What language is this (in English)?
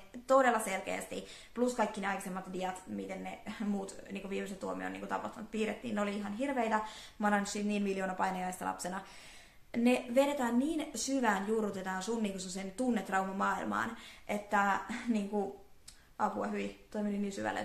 Finnish